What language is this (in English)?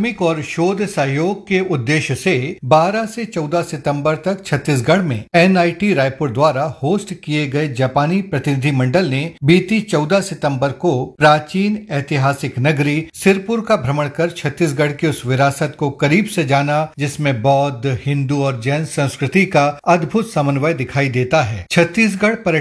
Hindi